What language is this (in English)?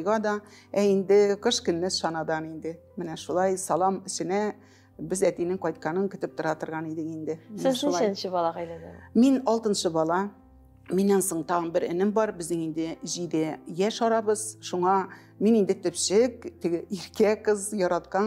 Tatar